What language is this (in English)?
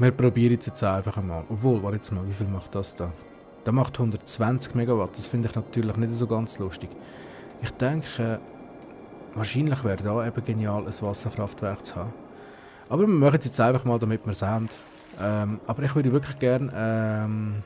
Swiss German